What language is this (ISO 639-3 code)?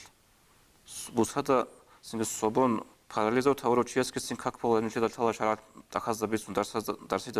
ava